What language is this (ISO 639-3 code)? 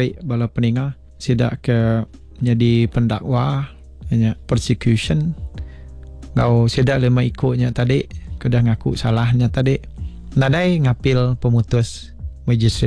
iba